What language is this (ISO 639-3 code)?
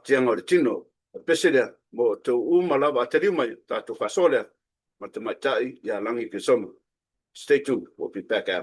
smo